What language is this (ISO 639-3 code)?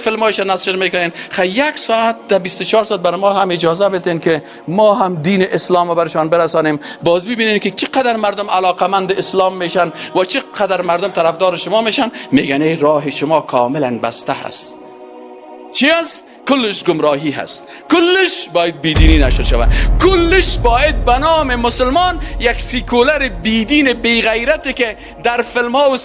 fas